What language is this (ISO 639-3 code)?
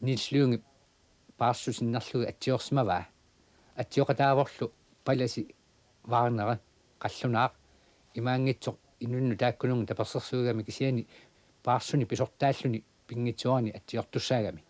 kal